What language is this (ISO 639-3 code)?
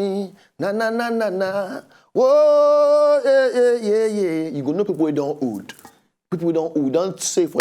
pcm